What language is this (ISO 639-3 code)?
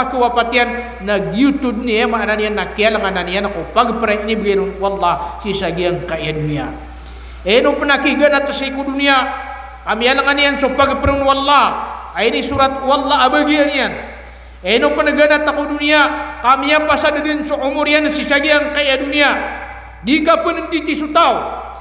mrw